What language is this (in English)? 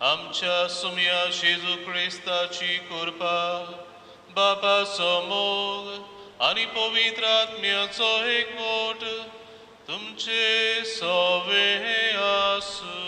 Konkani